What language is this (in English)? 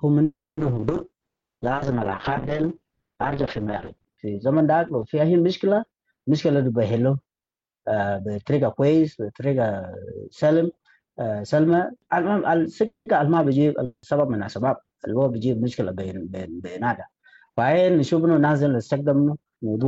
Sudanese Arabic